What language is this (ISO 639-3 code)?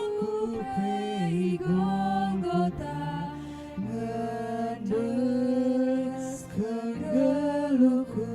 btx